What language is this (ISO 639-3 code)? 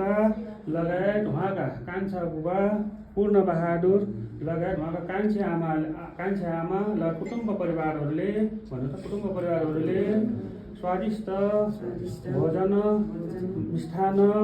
nep